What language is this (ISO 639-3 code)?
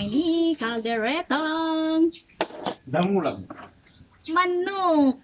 pam